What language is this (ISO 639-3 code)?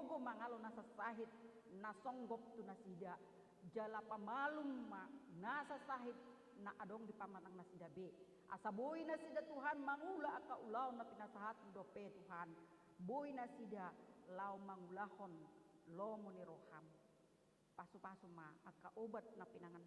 bbc